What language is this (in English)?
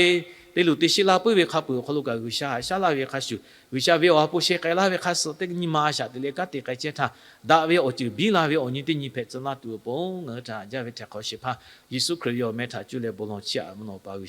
Lahu